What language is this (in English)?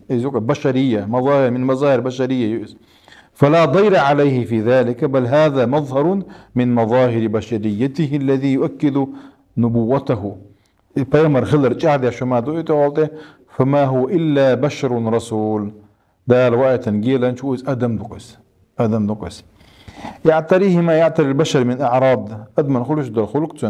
Chechen